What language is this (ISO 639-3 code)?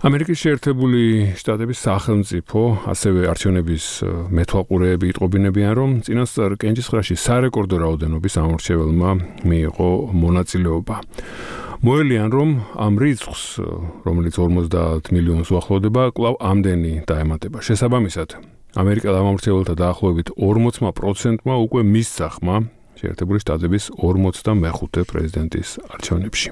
kat